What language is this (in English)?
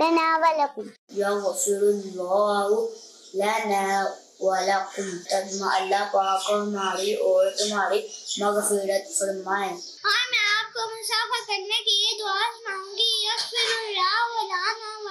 Urdu